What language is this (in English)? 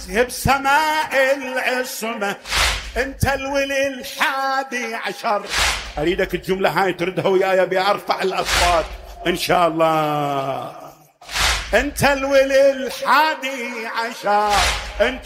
Mesopotamian Arabic